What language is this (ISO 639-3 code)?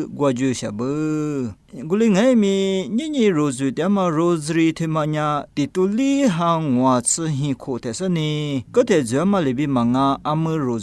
lis